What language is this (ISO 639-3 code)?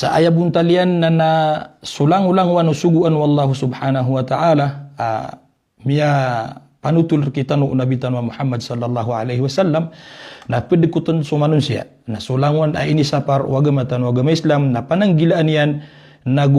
mrw